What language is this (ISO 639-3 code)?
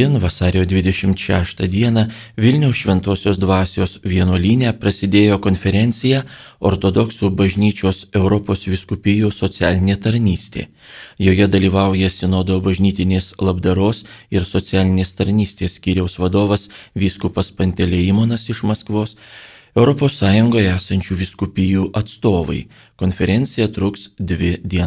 lit